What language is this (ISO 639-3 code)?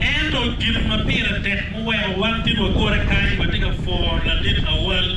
ach